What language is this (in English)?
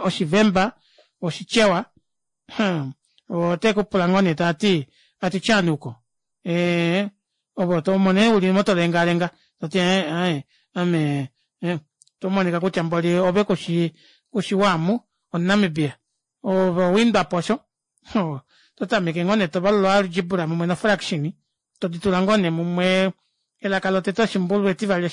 Kuanyama